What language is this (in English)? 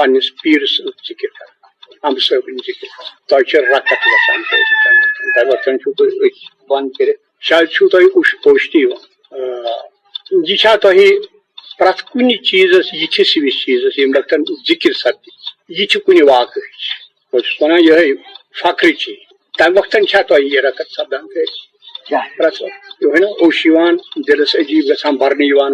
Kashmiri